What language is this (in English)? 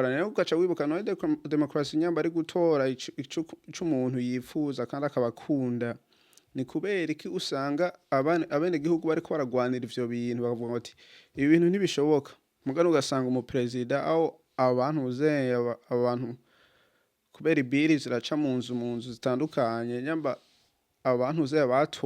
Rundi